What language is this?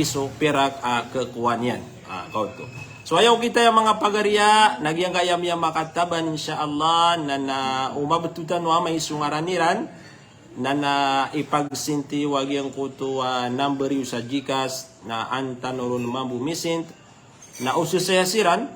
Maranao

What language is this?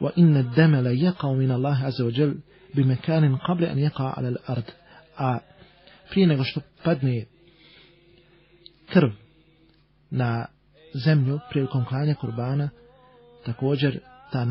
Bosnian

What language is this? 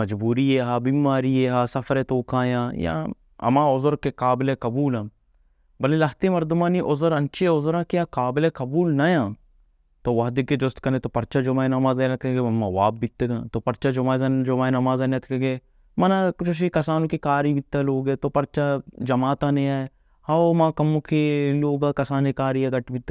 Baluchi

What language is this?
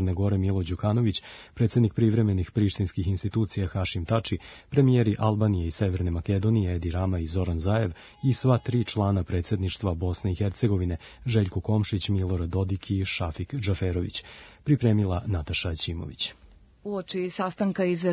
Serbian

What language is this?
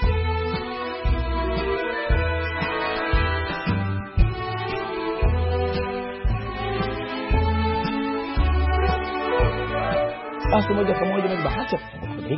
Swahili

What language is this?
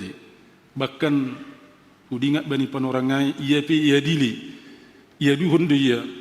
Batak Simalungun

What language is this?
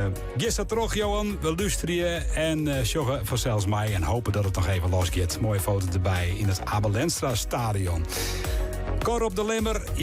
Western Frisian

